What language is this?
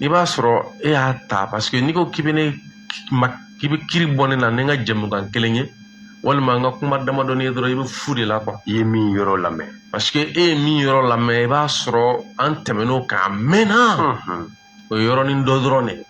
Bambara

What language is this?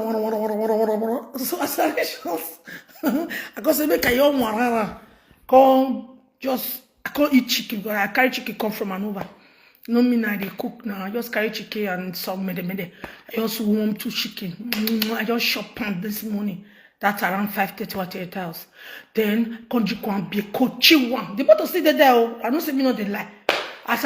Nigerian Pidgin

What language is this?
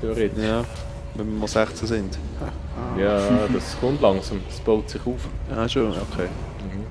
Swiss German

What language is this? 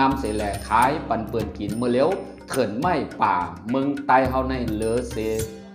Shan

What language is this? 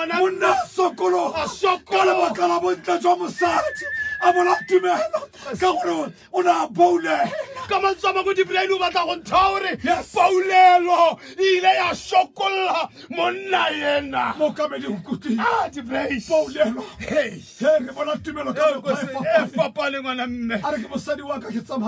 Tswana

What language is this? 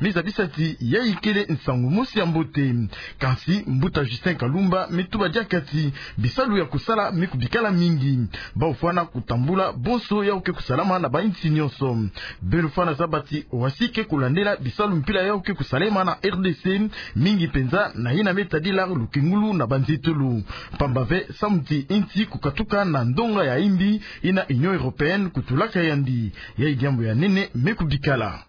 Kituba (Democratic Republic of Congo)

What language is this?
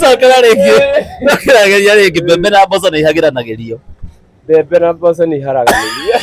Kikuyu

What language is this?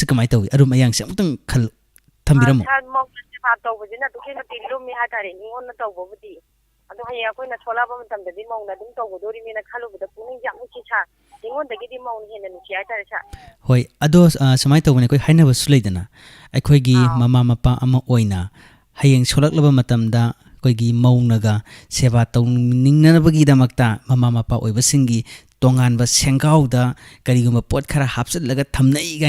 Manipuri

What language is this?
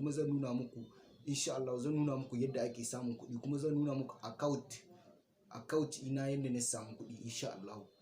Hausa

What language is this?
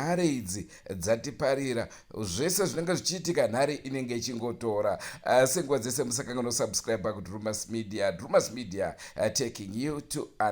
Shona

